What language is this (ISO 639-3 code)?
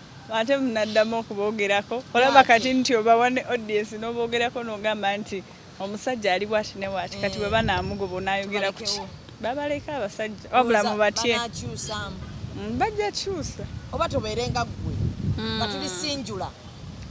lug